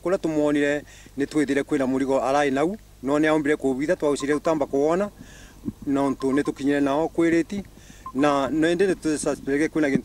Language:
Meru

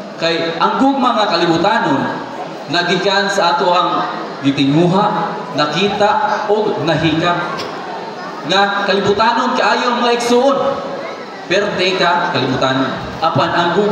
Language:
Cebuano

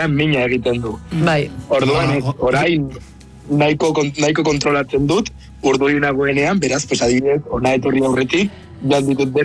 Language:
Basque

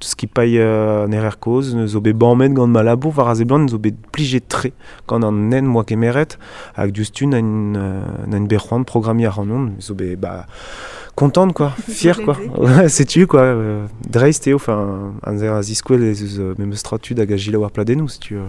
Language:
Breton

